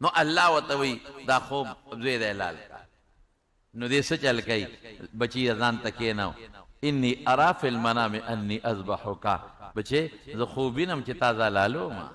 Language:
Pashto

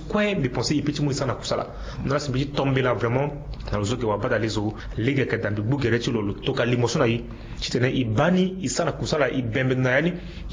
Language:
Sango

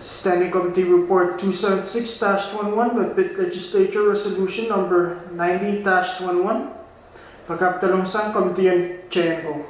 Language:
Pohnpeian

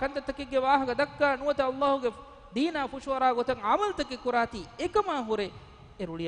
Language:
Divehi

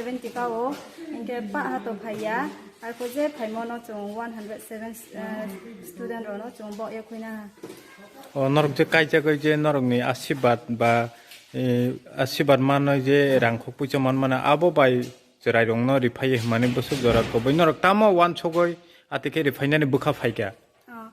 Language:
Riang (India)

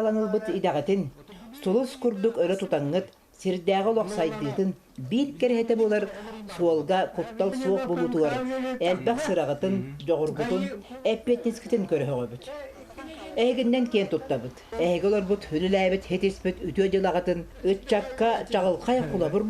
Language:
Yakut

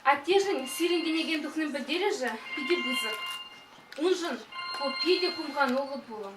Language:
Chuvash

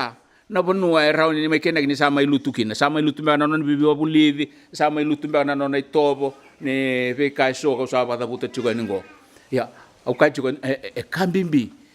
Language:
Fijian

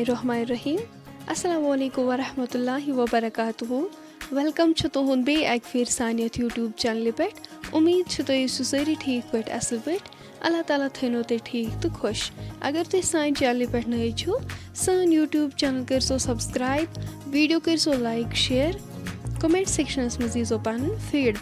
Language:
Kashmiri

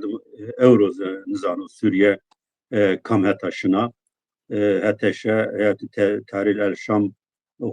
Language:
Zaza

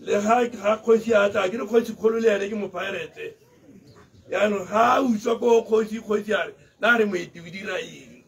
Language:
Tswana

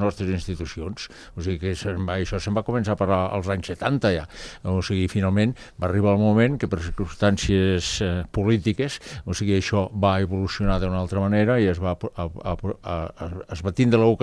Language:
Catalan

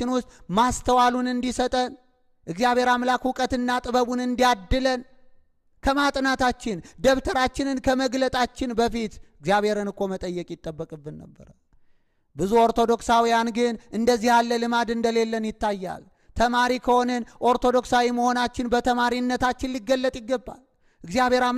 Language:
Amharic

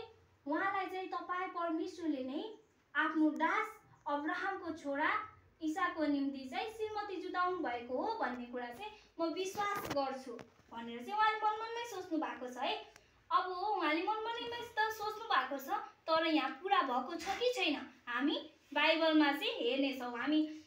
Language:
Nepali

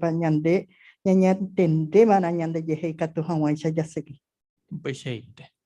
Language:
Guarani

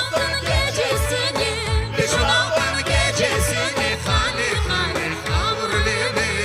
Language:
Crimean Tatar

